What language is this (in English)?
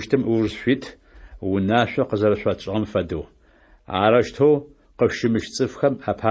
Adyghe